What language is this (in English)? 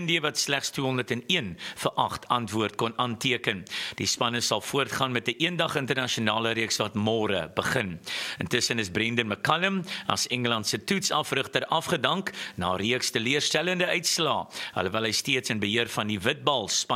Afrikaans